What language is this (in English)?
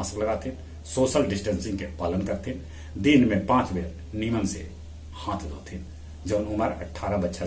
Magahi